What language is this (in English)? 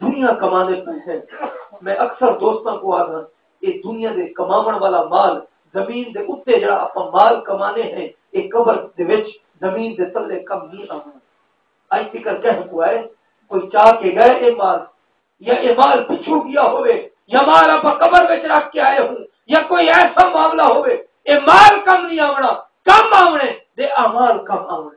Saraiki